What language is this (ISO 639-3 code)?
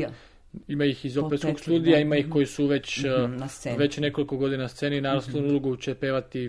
srp